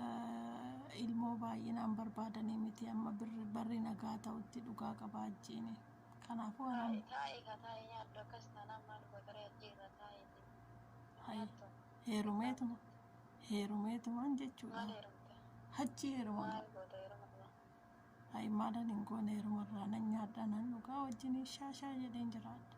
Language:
Oromo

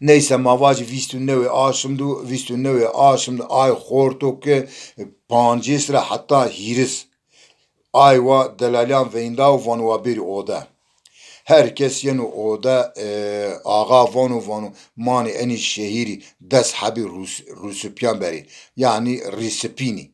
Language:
Zaza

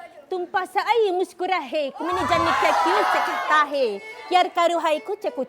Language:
Musi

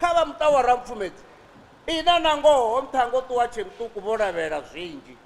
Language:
Venda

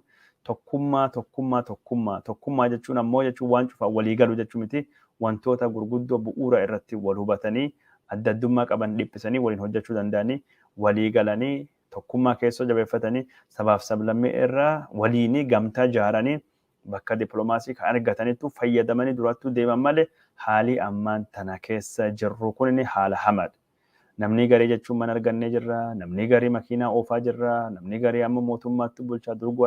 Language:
Oromo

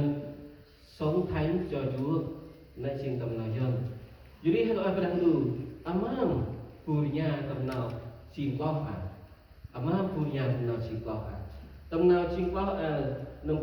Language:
Central Mnong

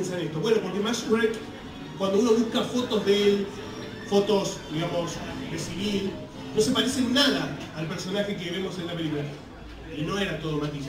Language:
Spanish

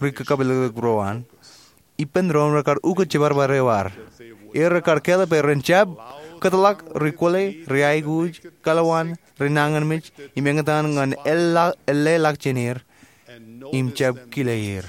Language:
Marshallese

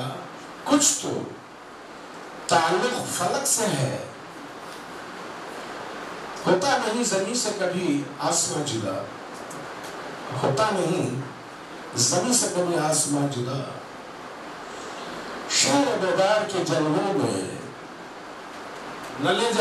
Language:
Urdu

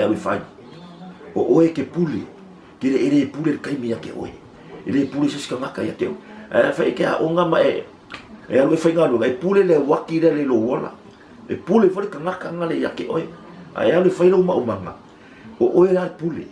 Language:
Samoan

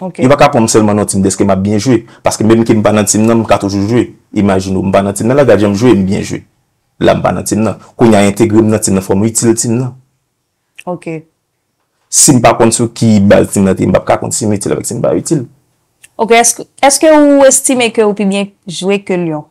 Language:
Haitian Creole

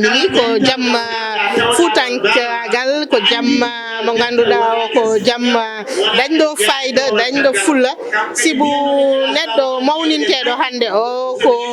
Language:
Fula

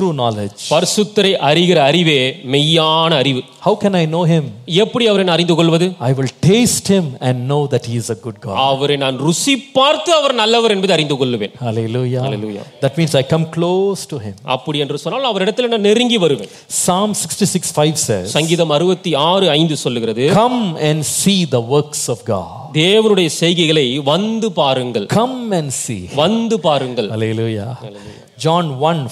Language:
Tamil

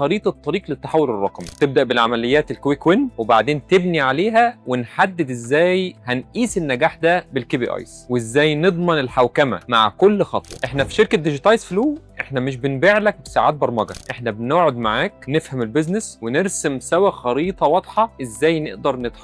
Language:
Egyptian Arabic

